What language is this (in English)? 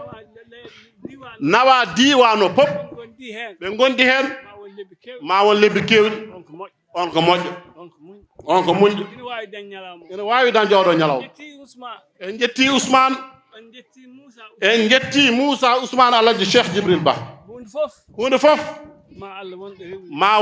Fula